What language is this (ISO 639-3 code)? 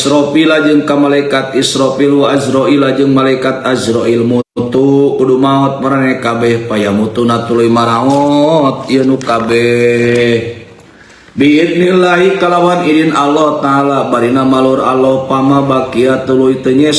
sun